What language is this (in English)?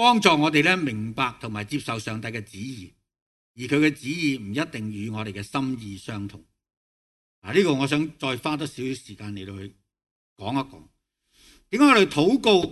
Cantonese